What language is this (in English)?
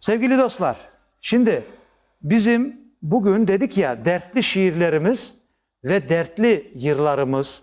Crimean Tatar